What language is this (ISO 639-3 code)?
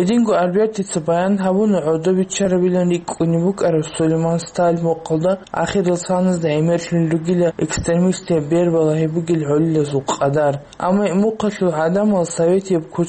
ava